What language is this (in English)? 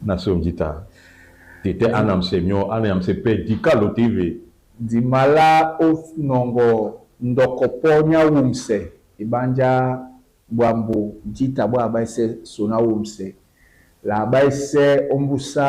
Duala